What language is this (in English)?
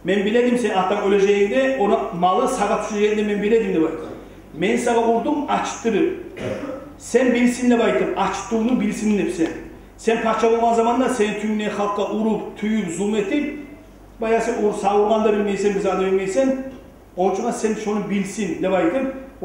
Kumyk